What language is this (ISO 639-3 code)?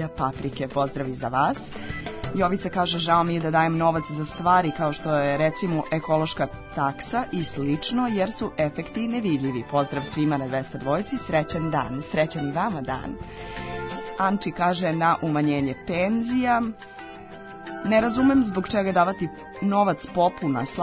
srp